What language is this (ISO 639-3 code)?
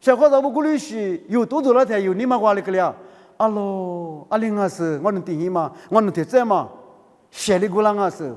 lis